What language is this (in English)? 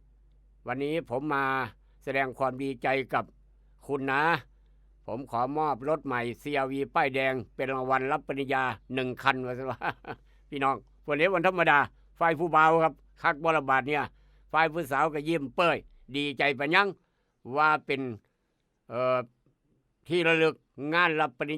Northeastern Thai